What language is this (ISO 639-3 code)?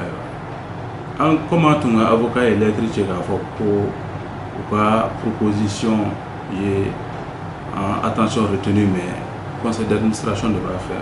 bam